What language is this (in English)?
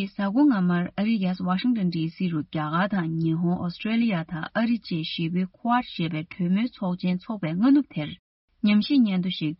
Tibetan